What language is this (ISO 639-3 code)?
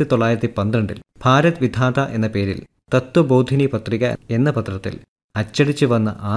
mal